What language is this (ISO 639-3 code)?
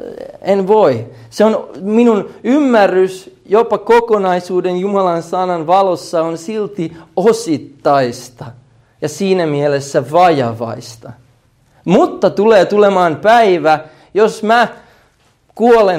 fin